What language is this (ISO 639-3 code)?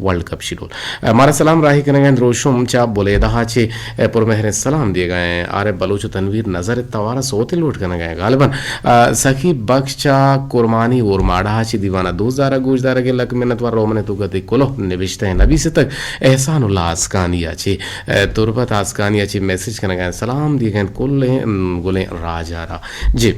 bgp